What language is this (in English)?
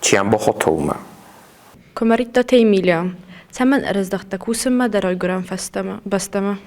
Ossetic